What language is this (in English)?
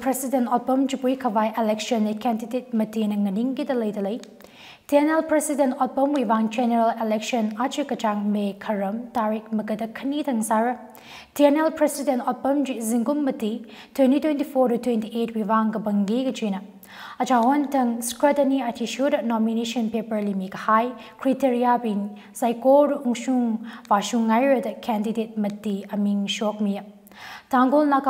Tangkhul Naga (India)